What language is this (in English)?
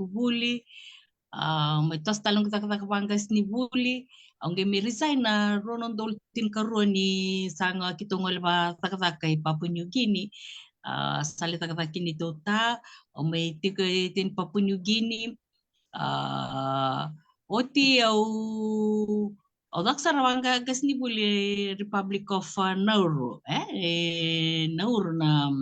Fijian